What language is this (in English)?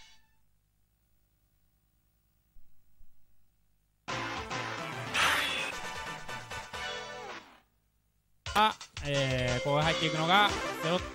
Japanese